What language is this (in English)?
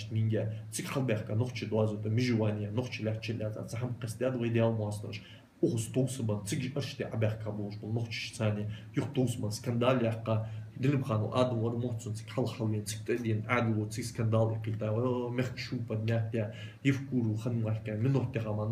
Ingush